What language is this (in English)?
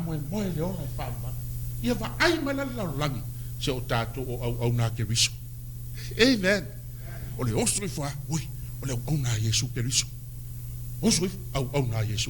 Samoan